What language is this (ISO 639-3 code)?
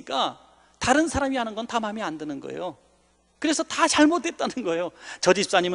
kor